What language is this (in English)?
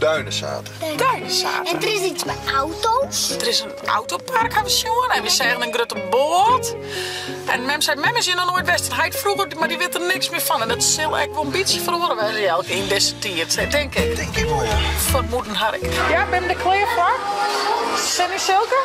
Western Frisian